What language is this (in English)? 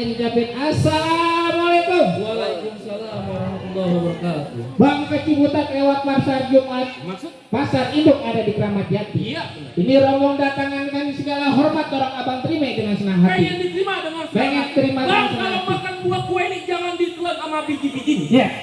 Betawi